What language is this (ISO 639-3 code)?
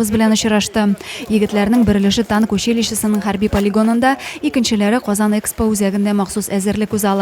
tat